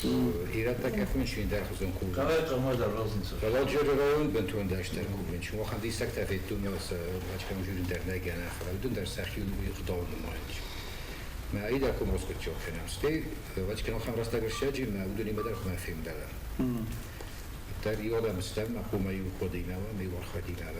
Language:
Ossetic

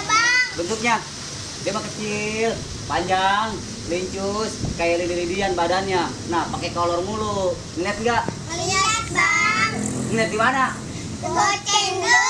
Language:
Betawi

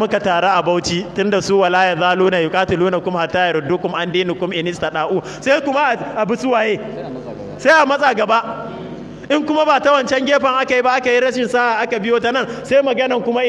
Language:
Hausa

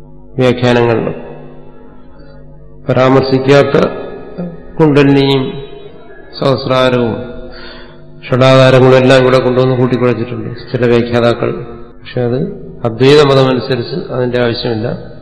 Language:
Malayalam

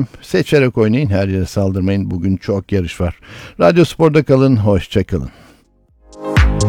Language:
Turkish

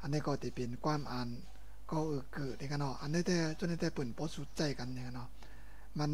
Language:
Shan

